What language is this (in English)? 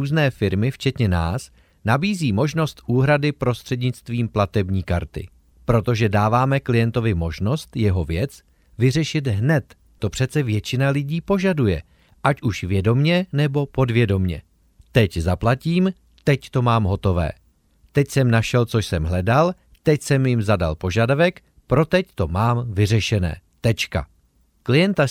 Czech